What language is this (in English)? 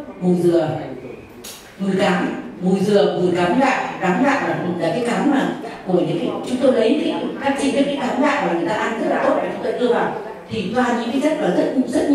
Vietnamese